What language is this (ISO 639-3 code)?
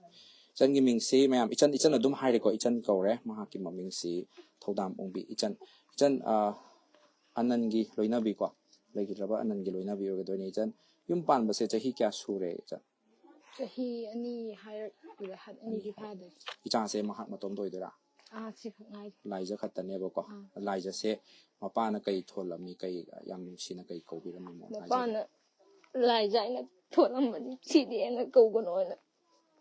mni